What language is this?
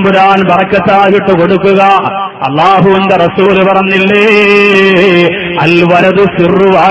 Malayalam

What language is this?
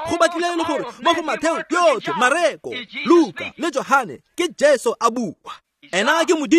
Tswana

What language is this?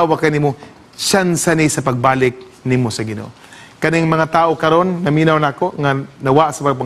Cebuano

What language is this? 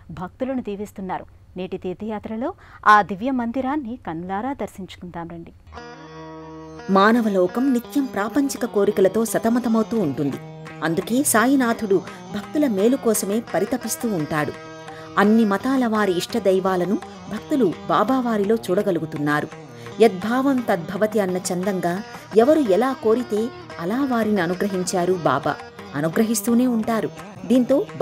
Telugu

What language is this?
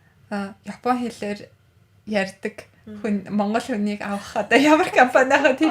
Mongolian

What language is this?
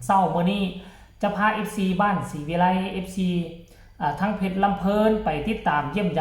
Lao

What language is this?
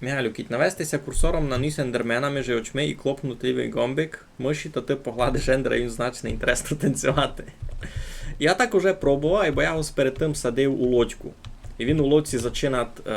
Rusyn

